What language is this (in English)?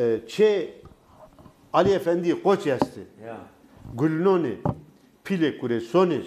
Zaza